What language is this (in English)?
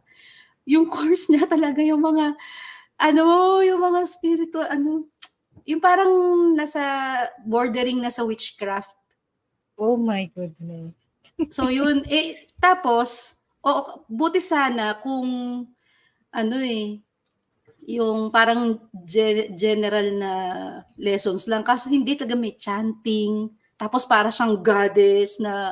Filipino